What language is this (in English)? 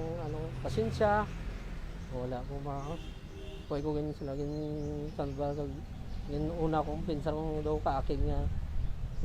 Hiligaynon